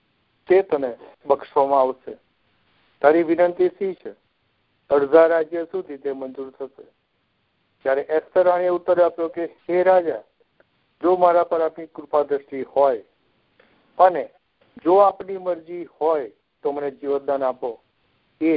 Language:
Gujarati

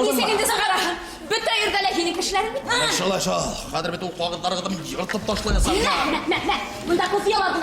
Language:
Bashkir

